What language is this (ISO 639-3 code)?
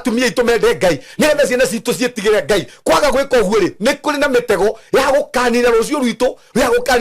kik